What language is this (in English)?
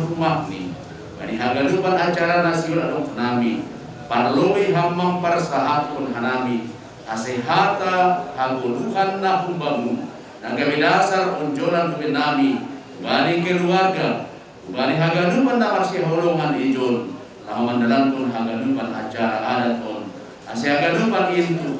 Batak Simalungun